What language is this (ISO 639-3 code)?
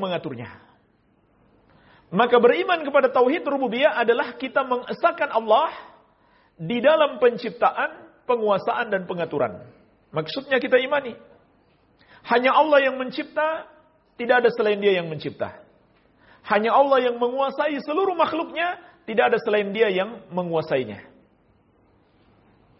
ind